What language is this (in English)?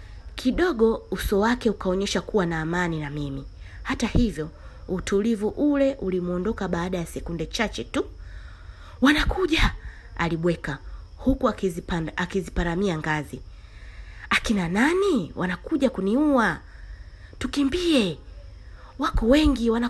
Swahili